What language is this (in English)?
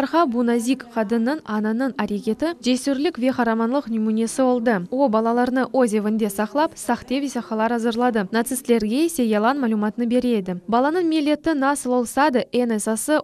Crimean Tatar